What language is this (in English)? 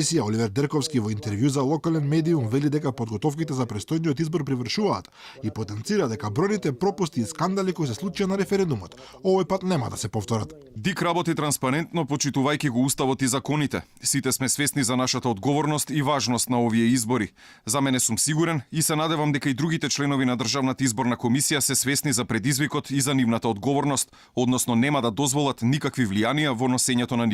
Macedonian